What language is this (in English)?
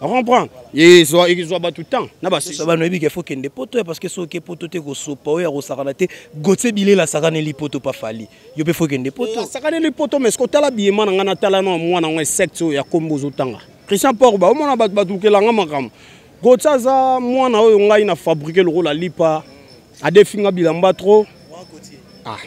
Lingala